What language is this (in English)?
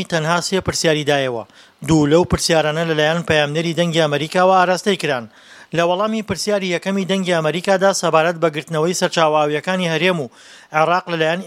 Central Kurdish